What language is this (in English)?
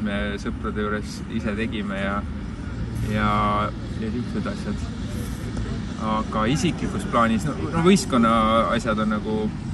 Estonian